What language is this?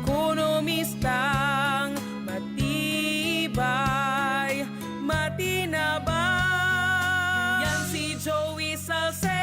Bikol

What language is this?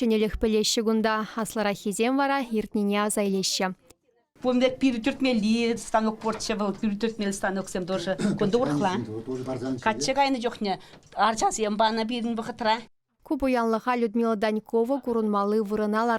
Chuvash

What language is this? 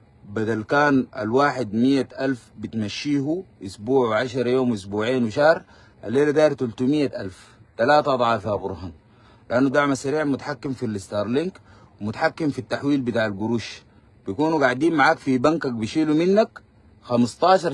Sudanese Arabic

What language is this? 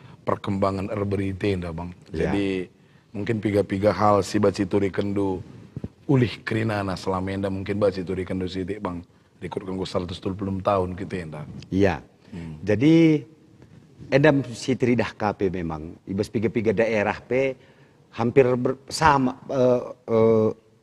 Batak Karo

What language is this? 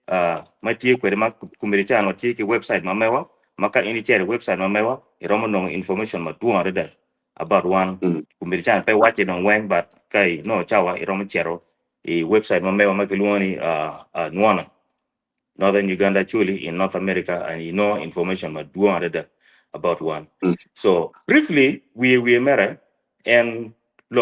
Acoli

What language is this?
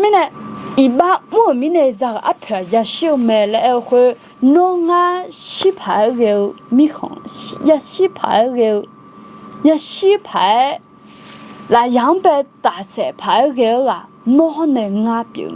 Akha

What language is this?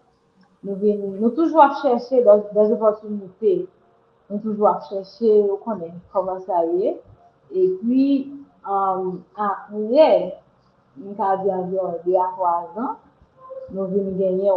Haitian Creole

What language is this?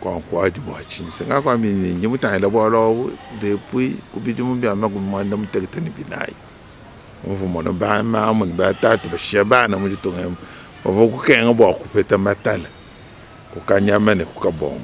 Luba-Lulua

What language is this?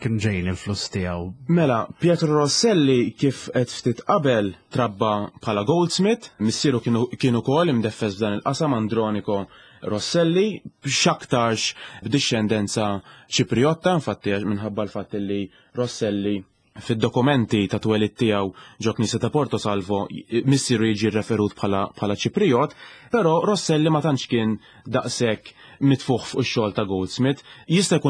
Maltese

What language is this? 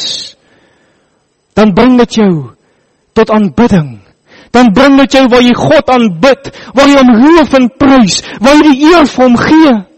Afrikaans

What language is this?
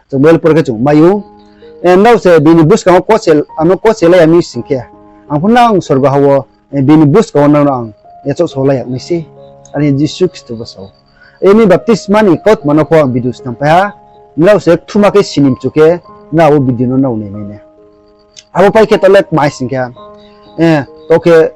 Riang (India)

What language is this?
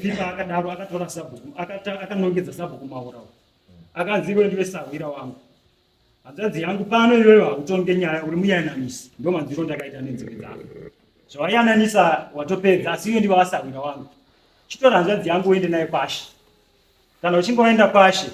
Shona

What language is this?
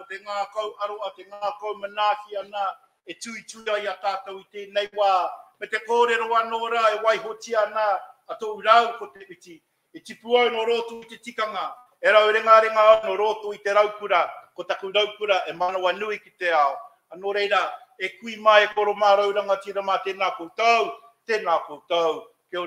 Māori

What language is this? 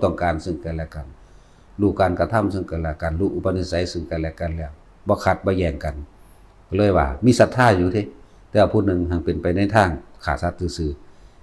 Northeastern Thai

